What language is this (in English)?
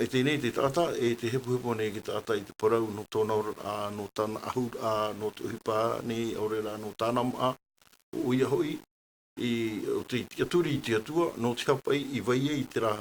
Tahitian